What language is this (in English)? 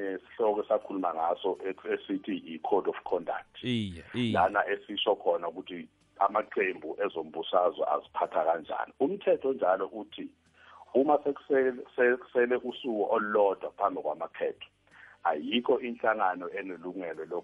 South Ndebele